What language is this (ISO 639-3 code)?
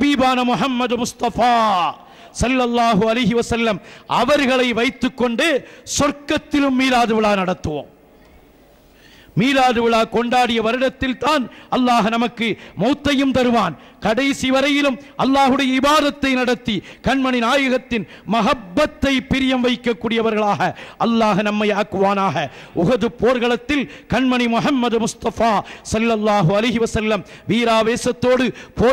tam